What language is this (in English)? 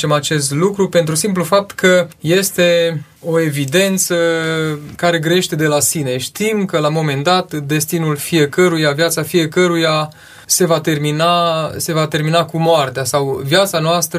Romanian